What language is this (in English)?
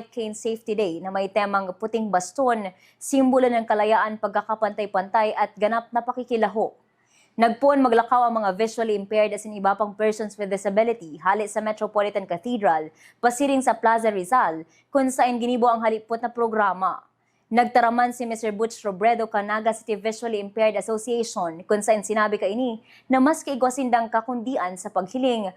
Bikol